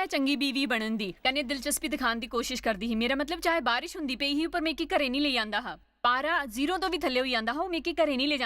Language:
Dogri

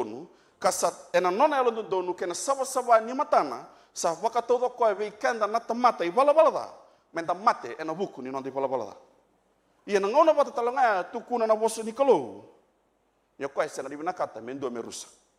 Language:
Fijian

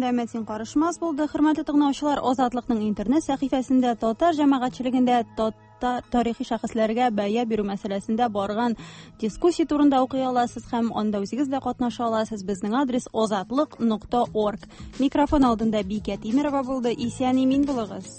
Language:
Tatar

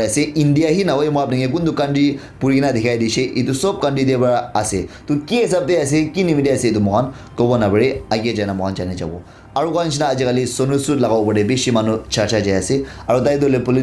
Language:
Naga Pidgin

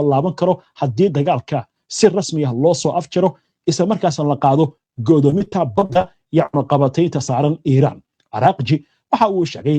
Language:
Somali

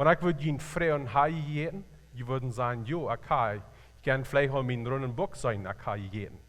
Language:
Plautdietsch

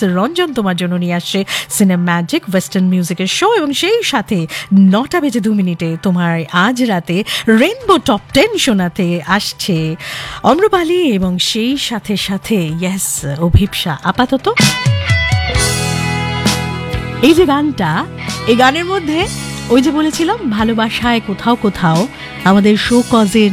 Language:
Bangla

